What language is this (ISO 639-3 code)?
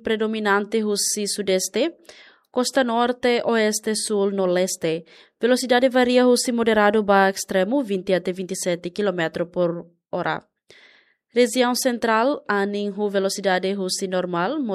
tet